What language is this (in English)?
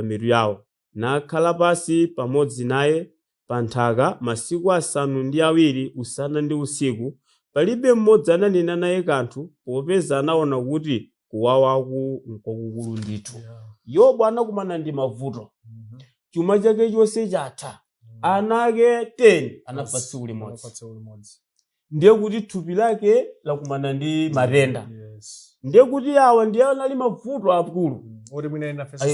Nyanja